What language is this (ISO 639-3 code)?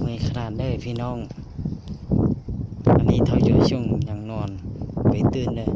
lao